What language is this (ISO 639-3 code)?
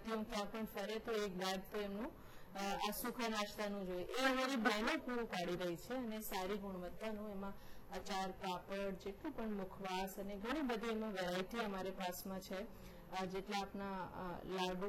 guj